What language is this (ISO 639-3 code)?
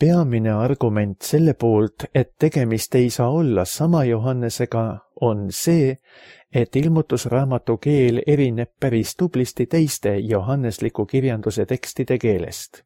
est